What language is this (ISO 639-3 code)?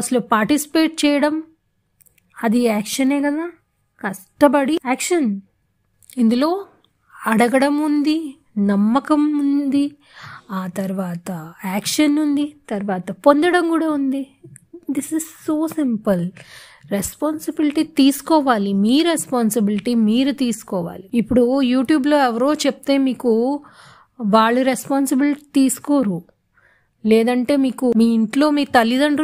tel